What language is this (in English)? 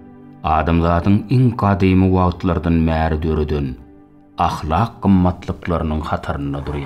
Turkmen